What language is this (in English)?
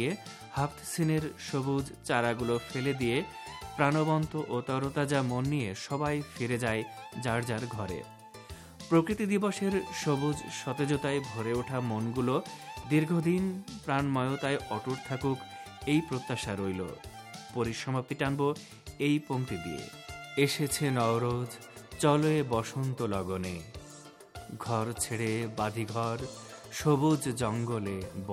Bangla